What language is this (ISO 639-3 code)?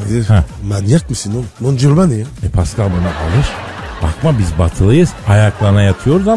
tur